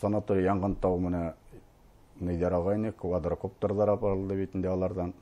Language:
Bashkir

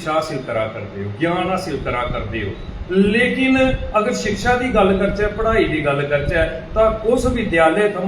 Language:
Dogri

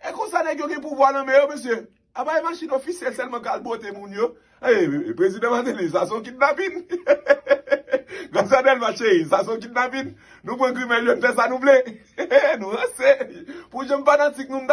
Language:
Haitian Creole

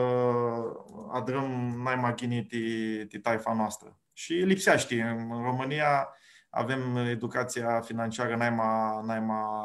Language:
Aromanian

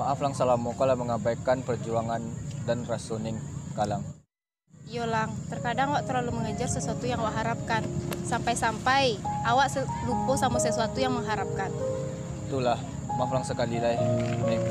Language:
Minangkabau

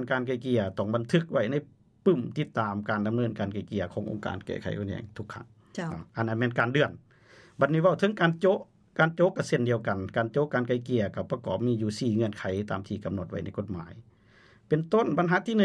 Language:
Lao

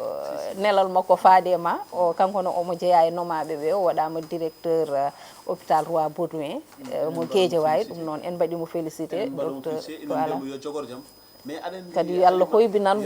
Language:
Fula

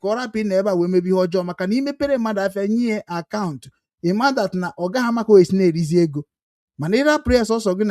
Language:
Igbo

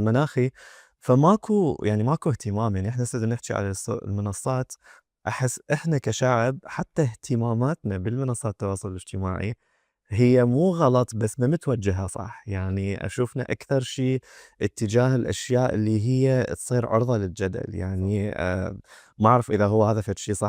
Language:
Mesopotamian Arabic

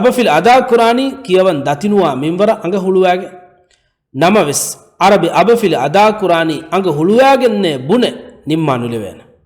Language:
Divehi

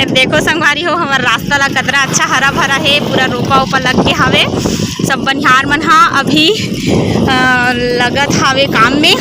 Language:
Chhattisgarhi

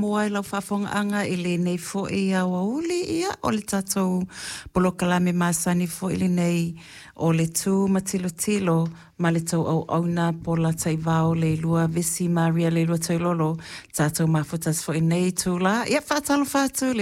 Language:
Samoan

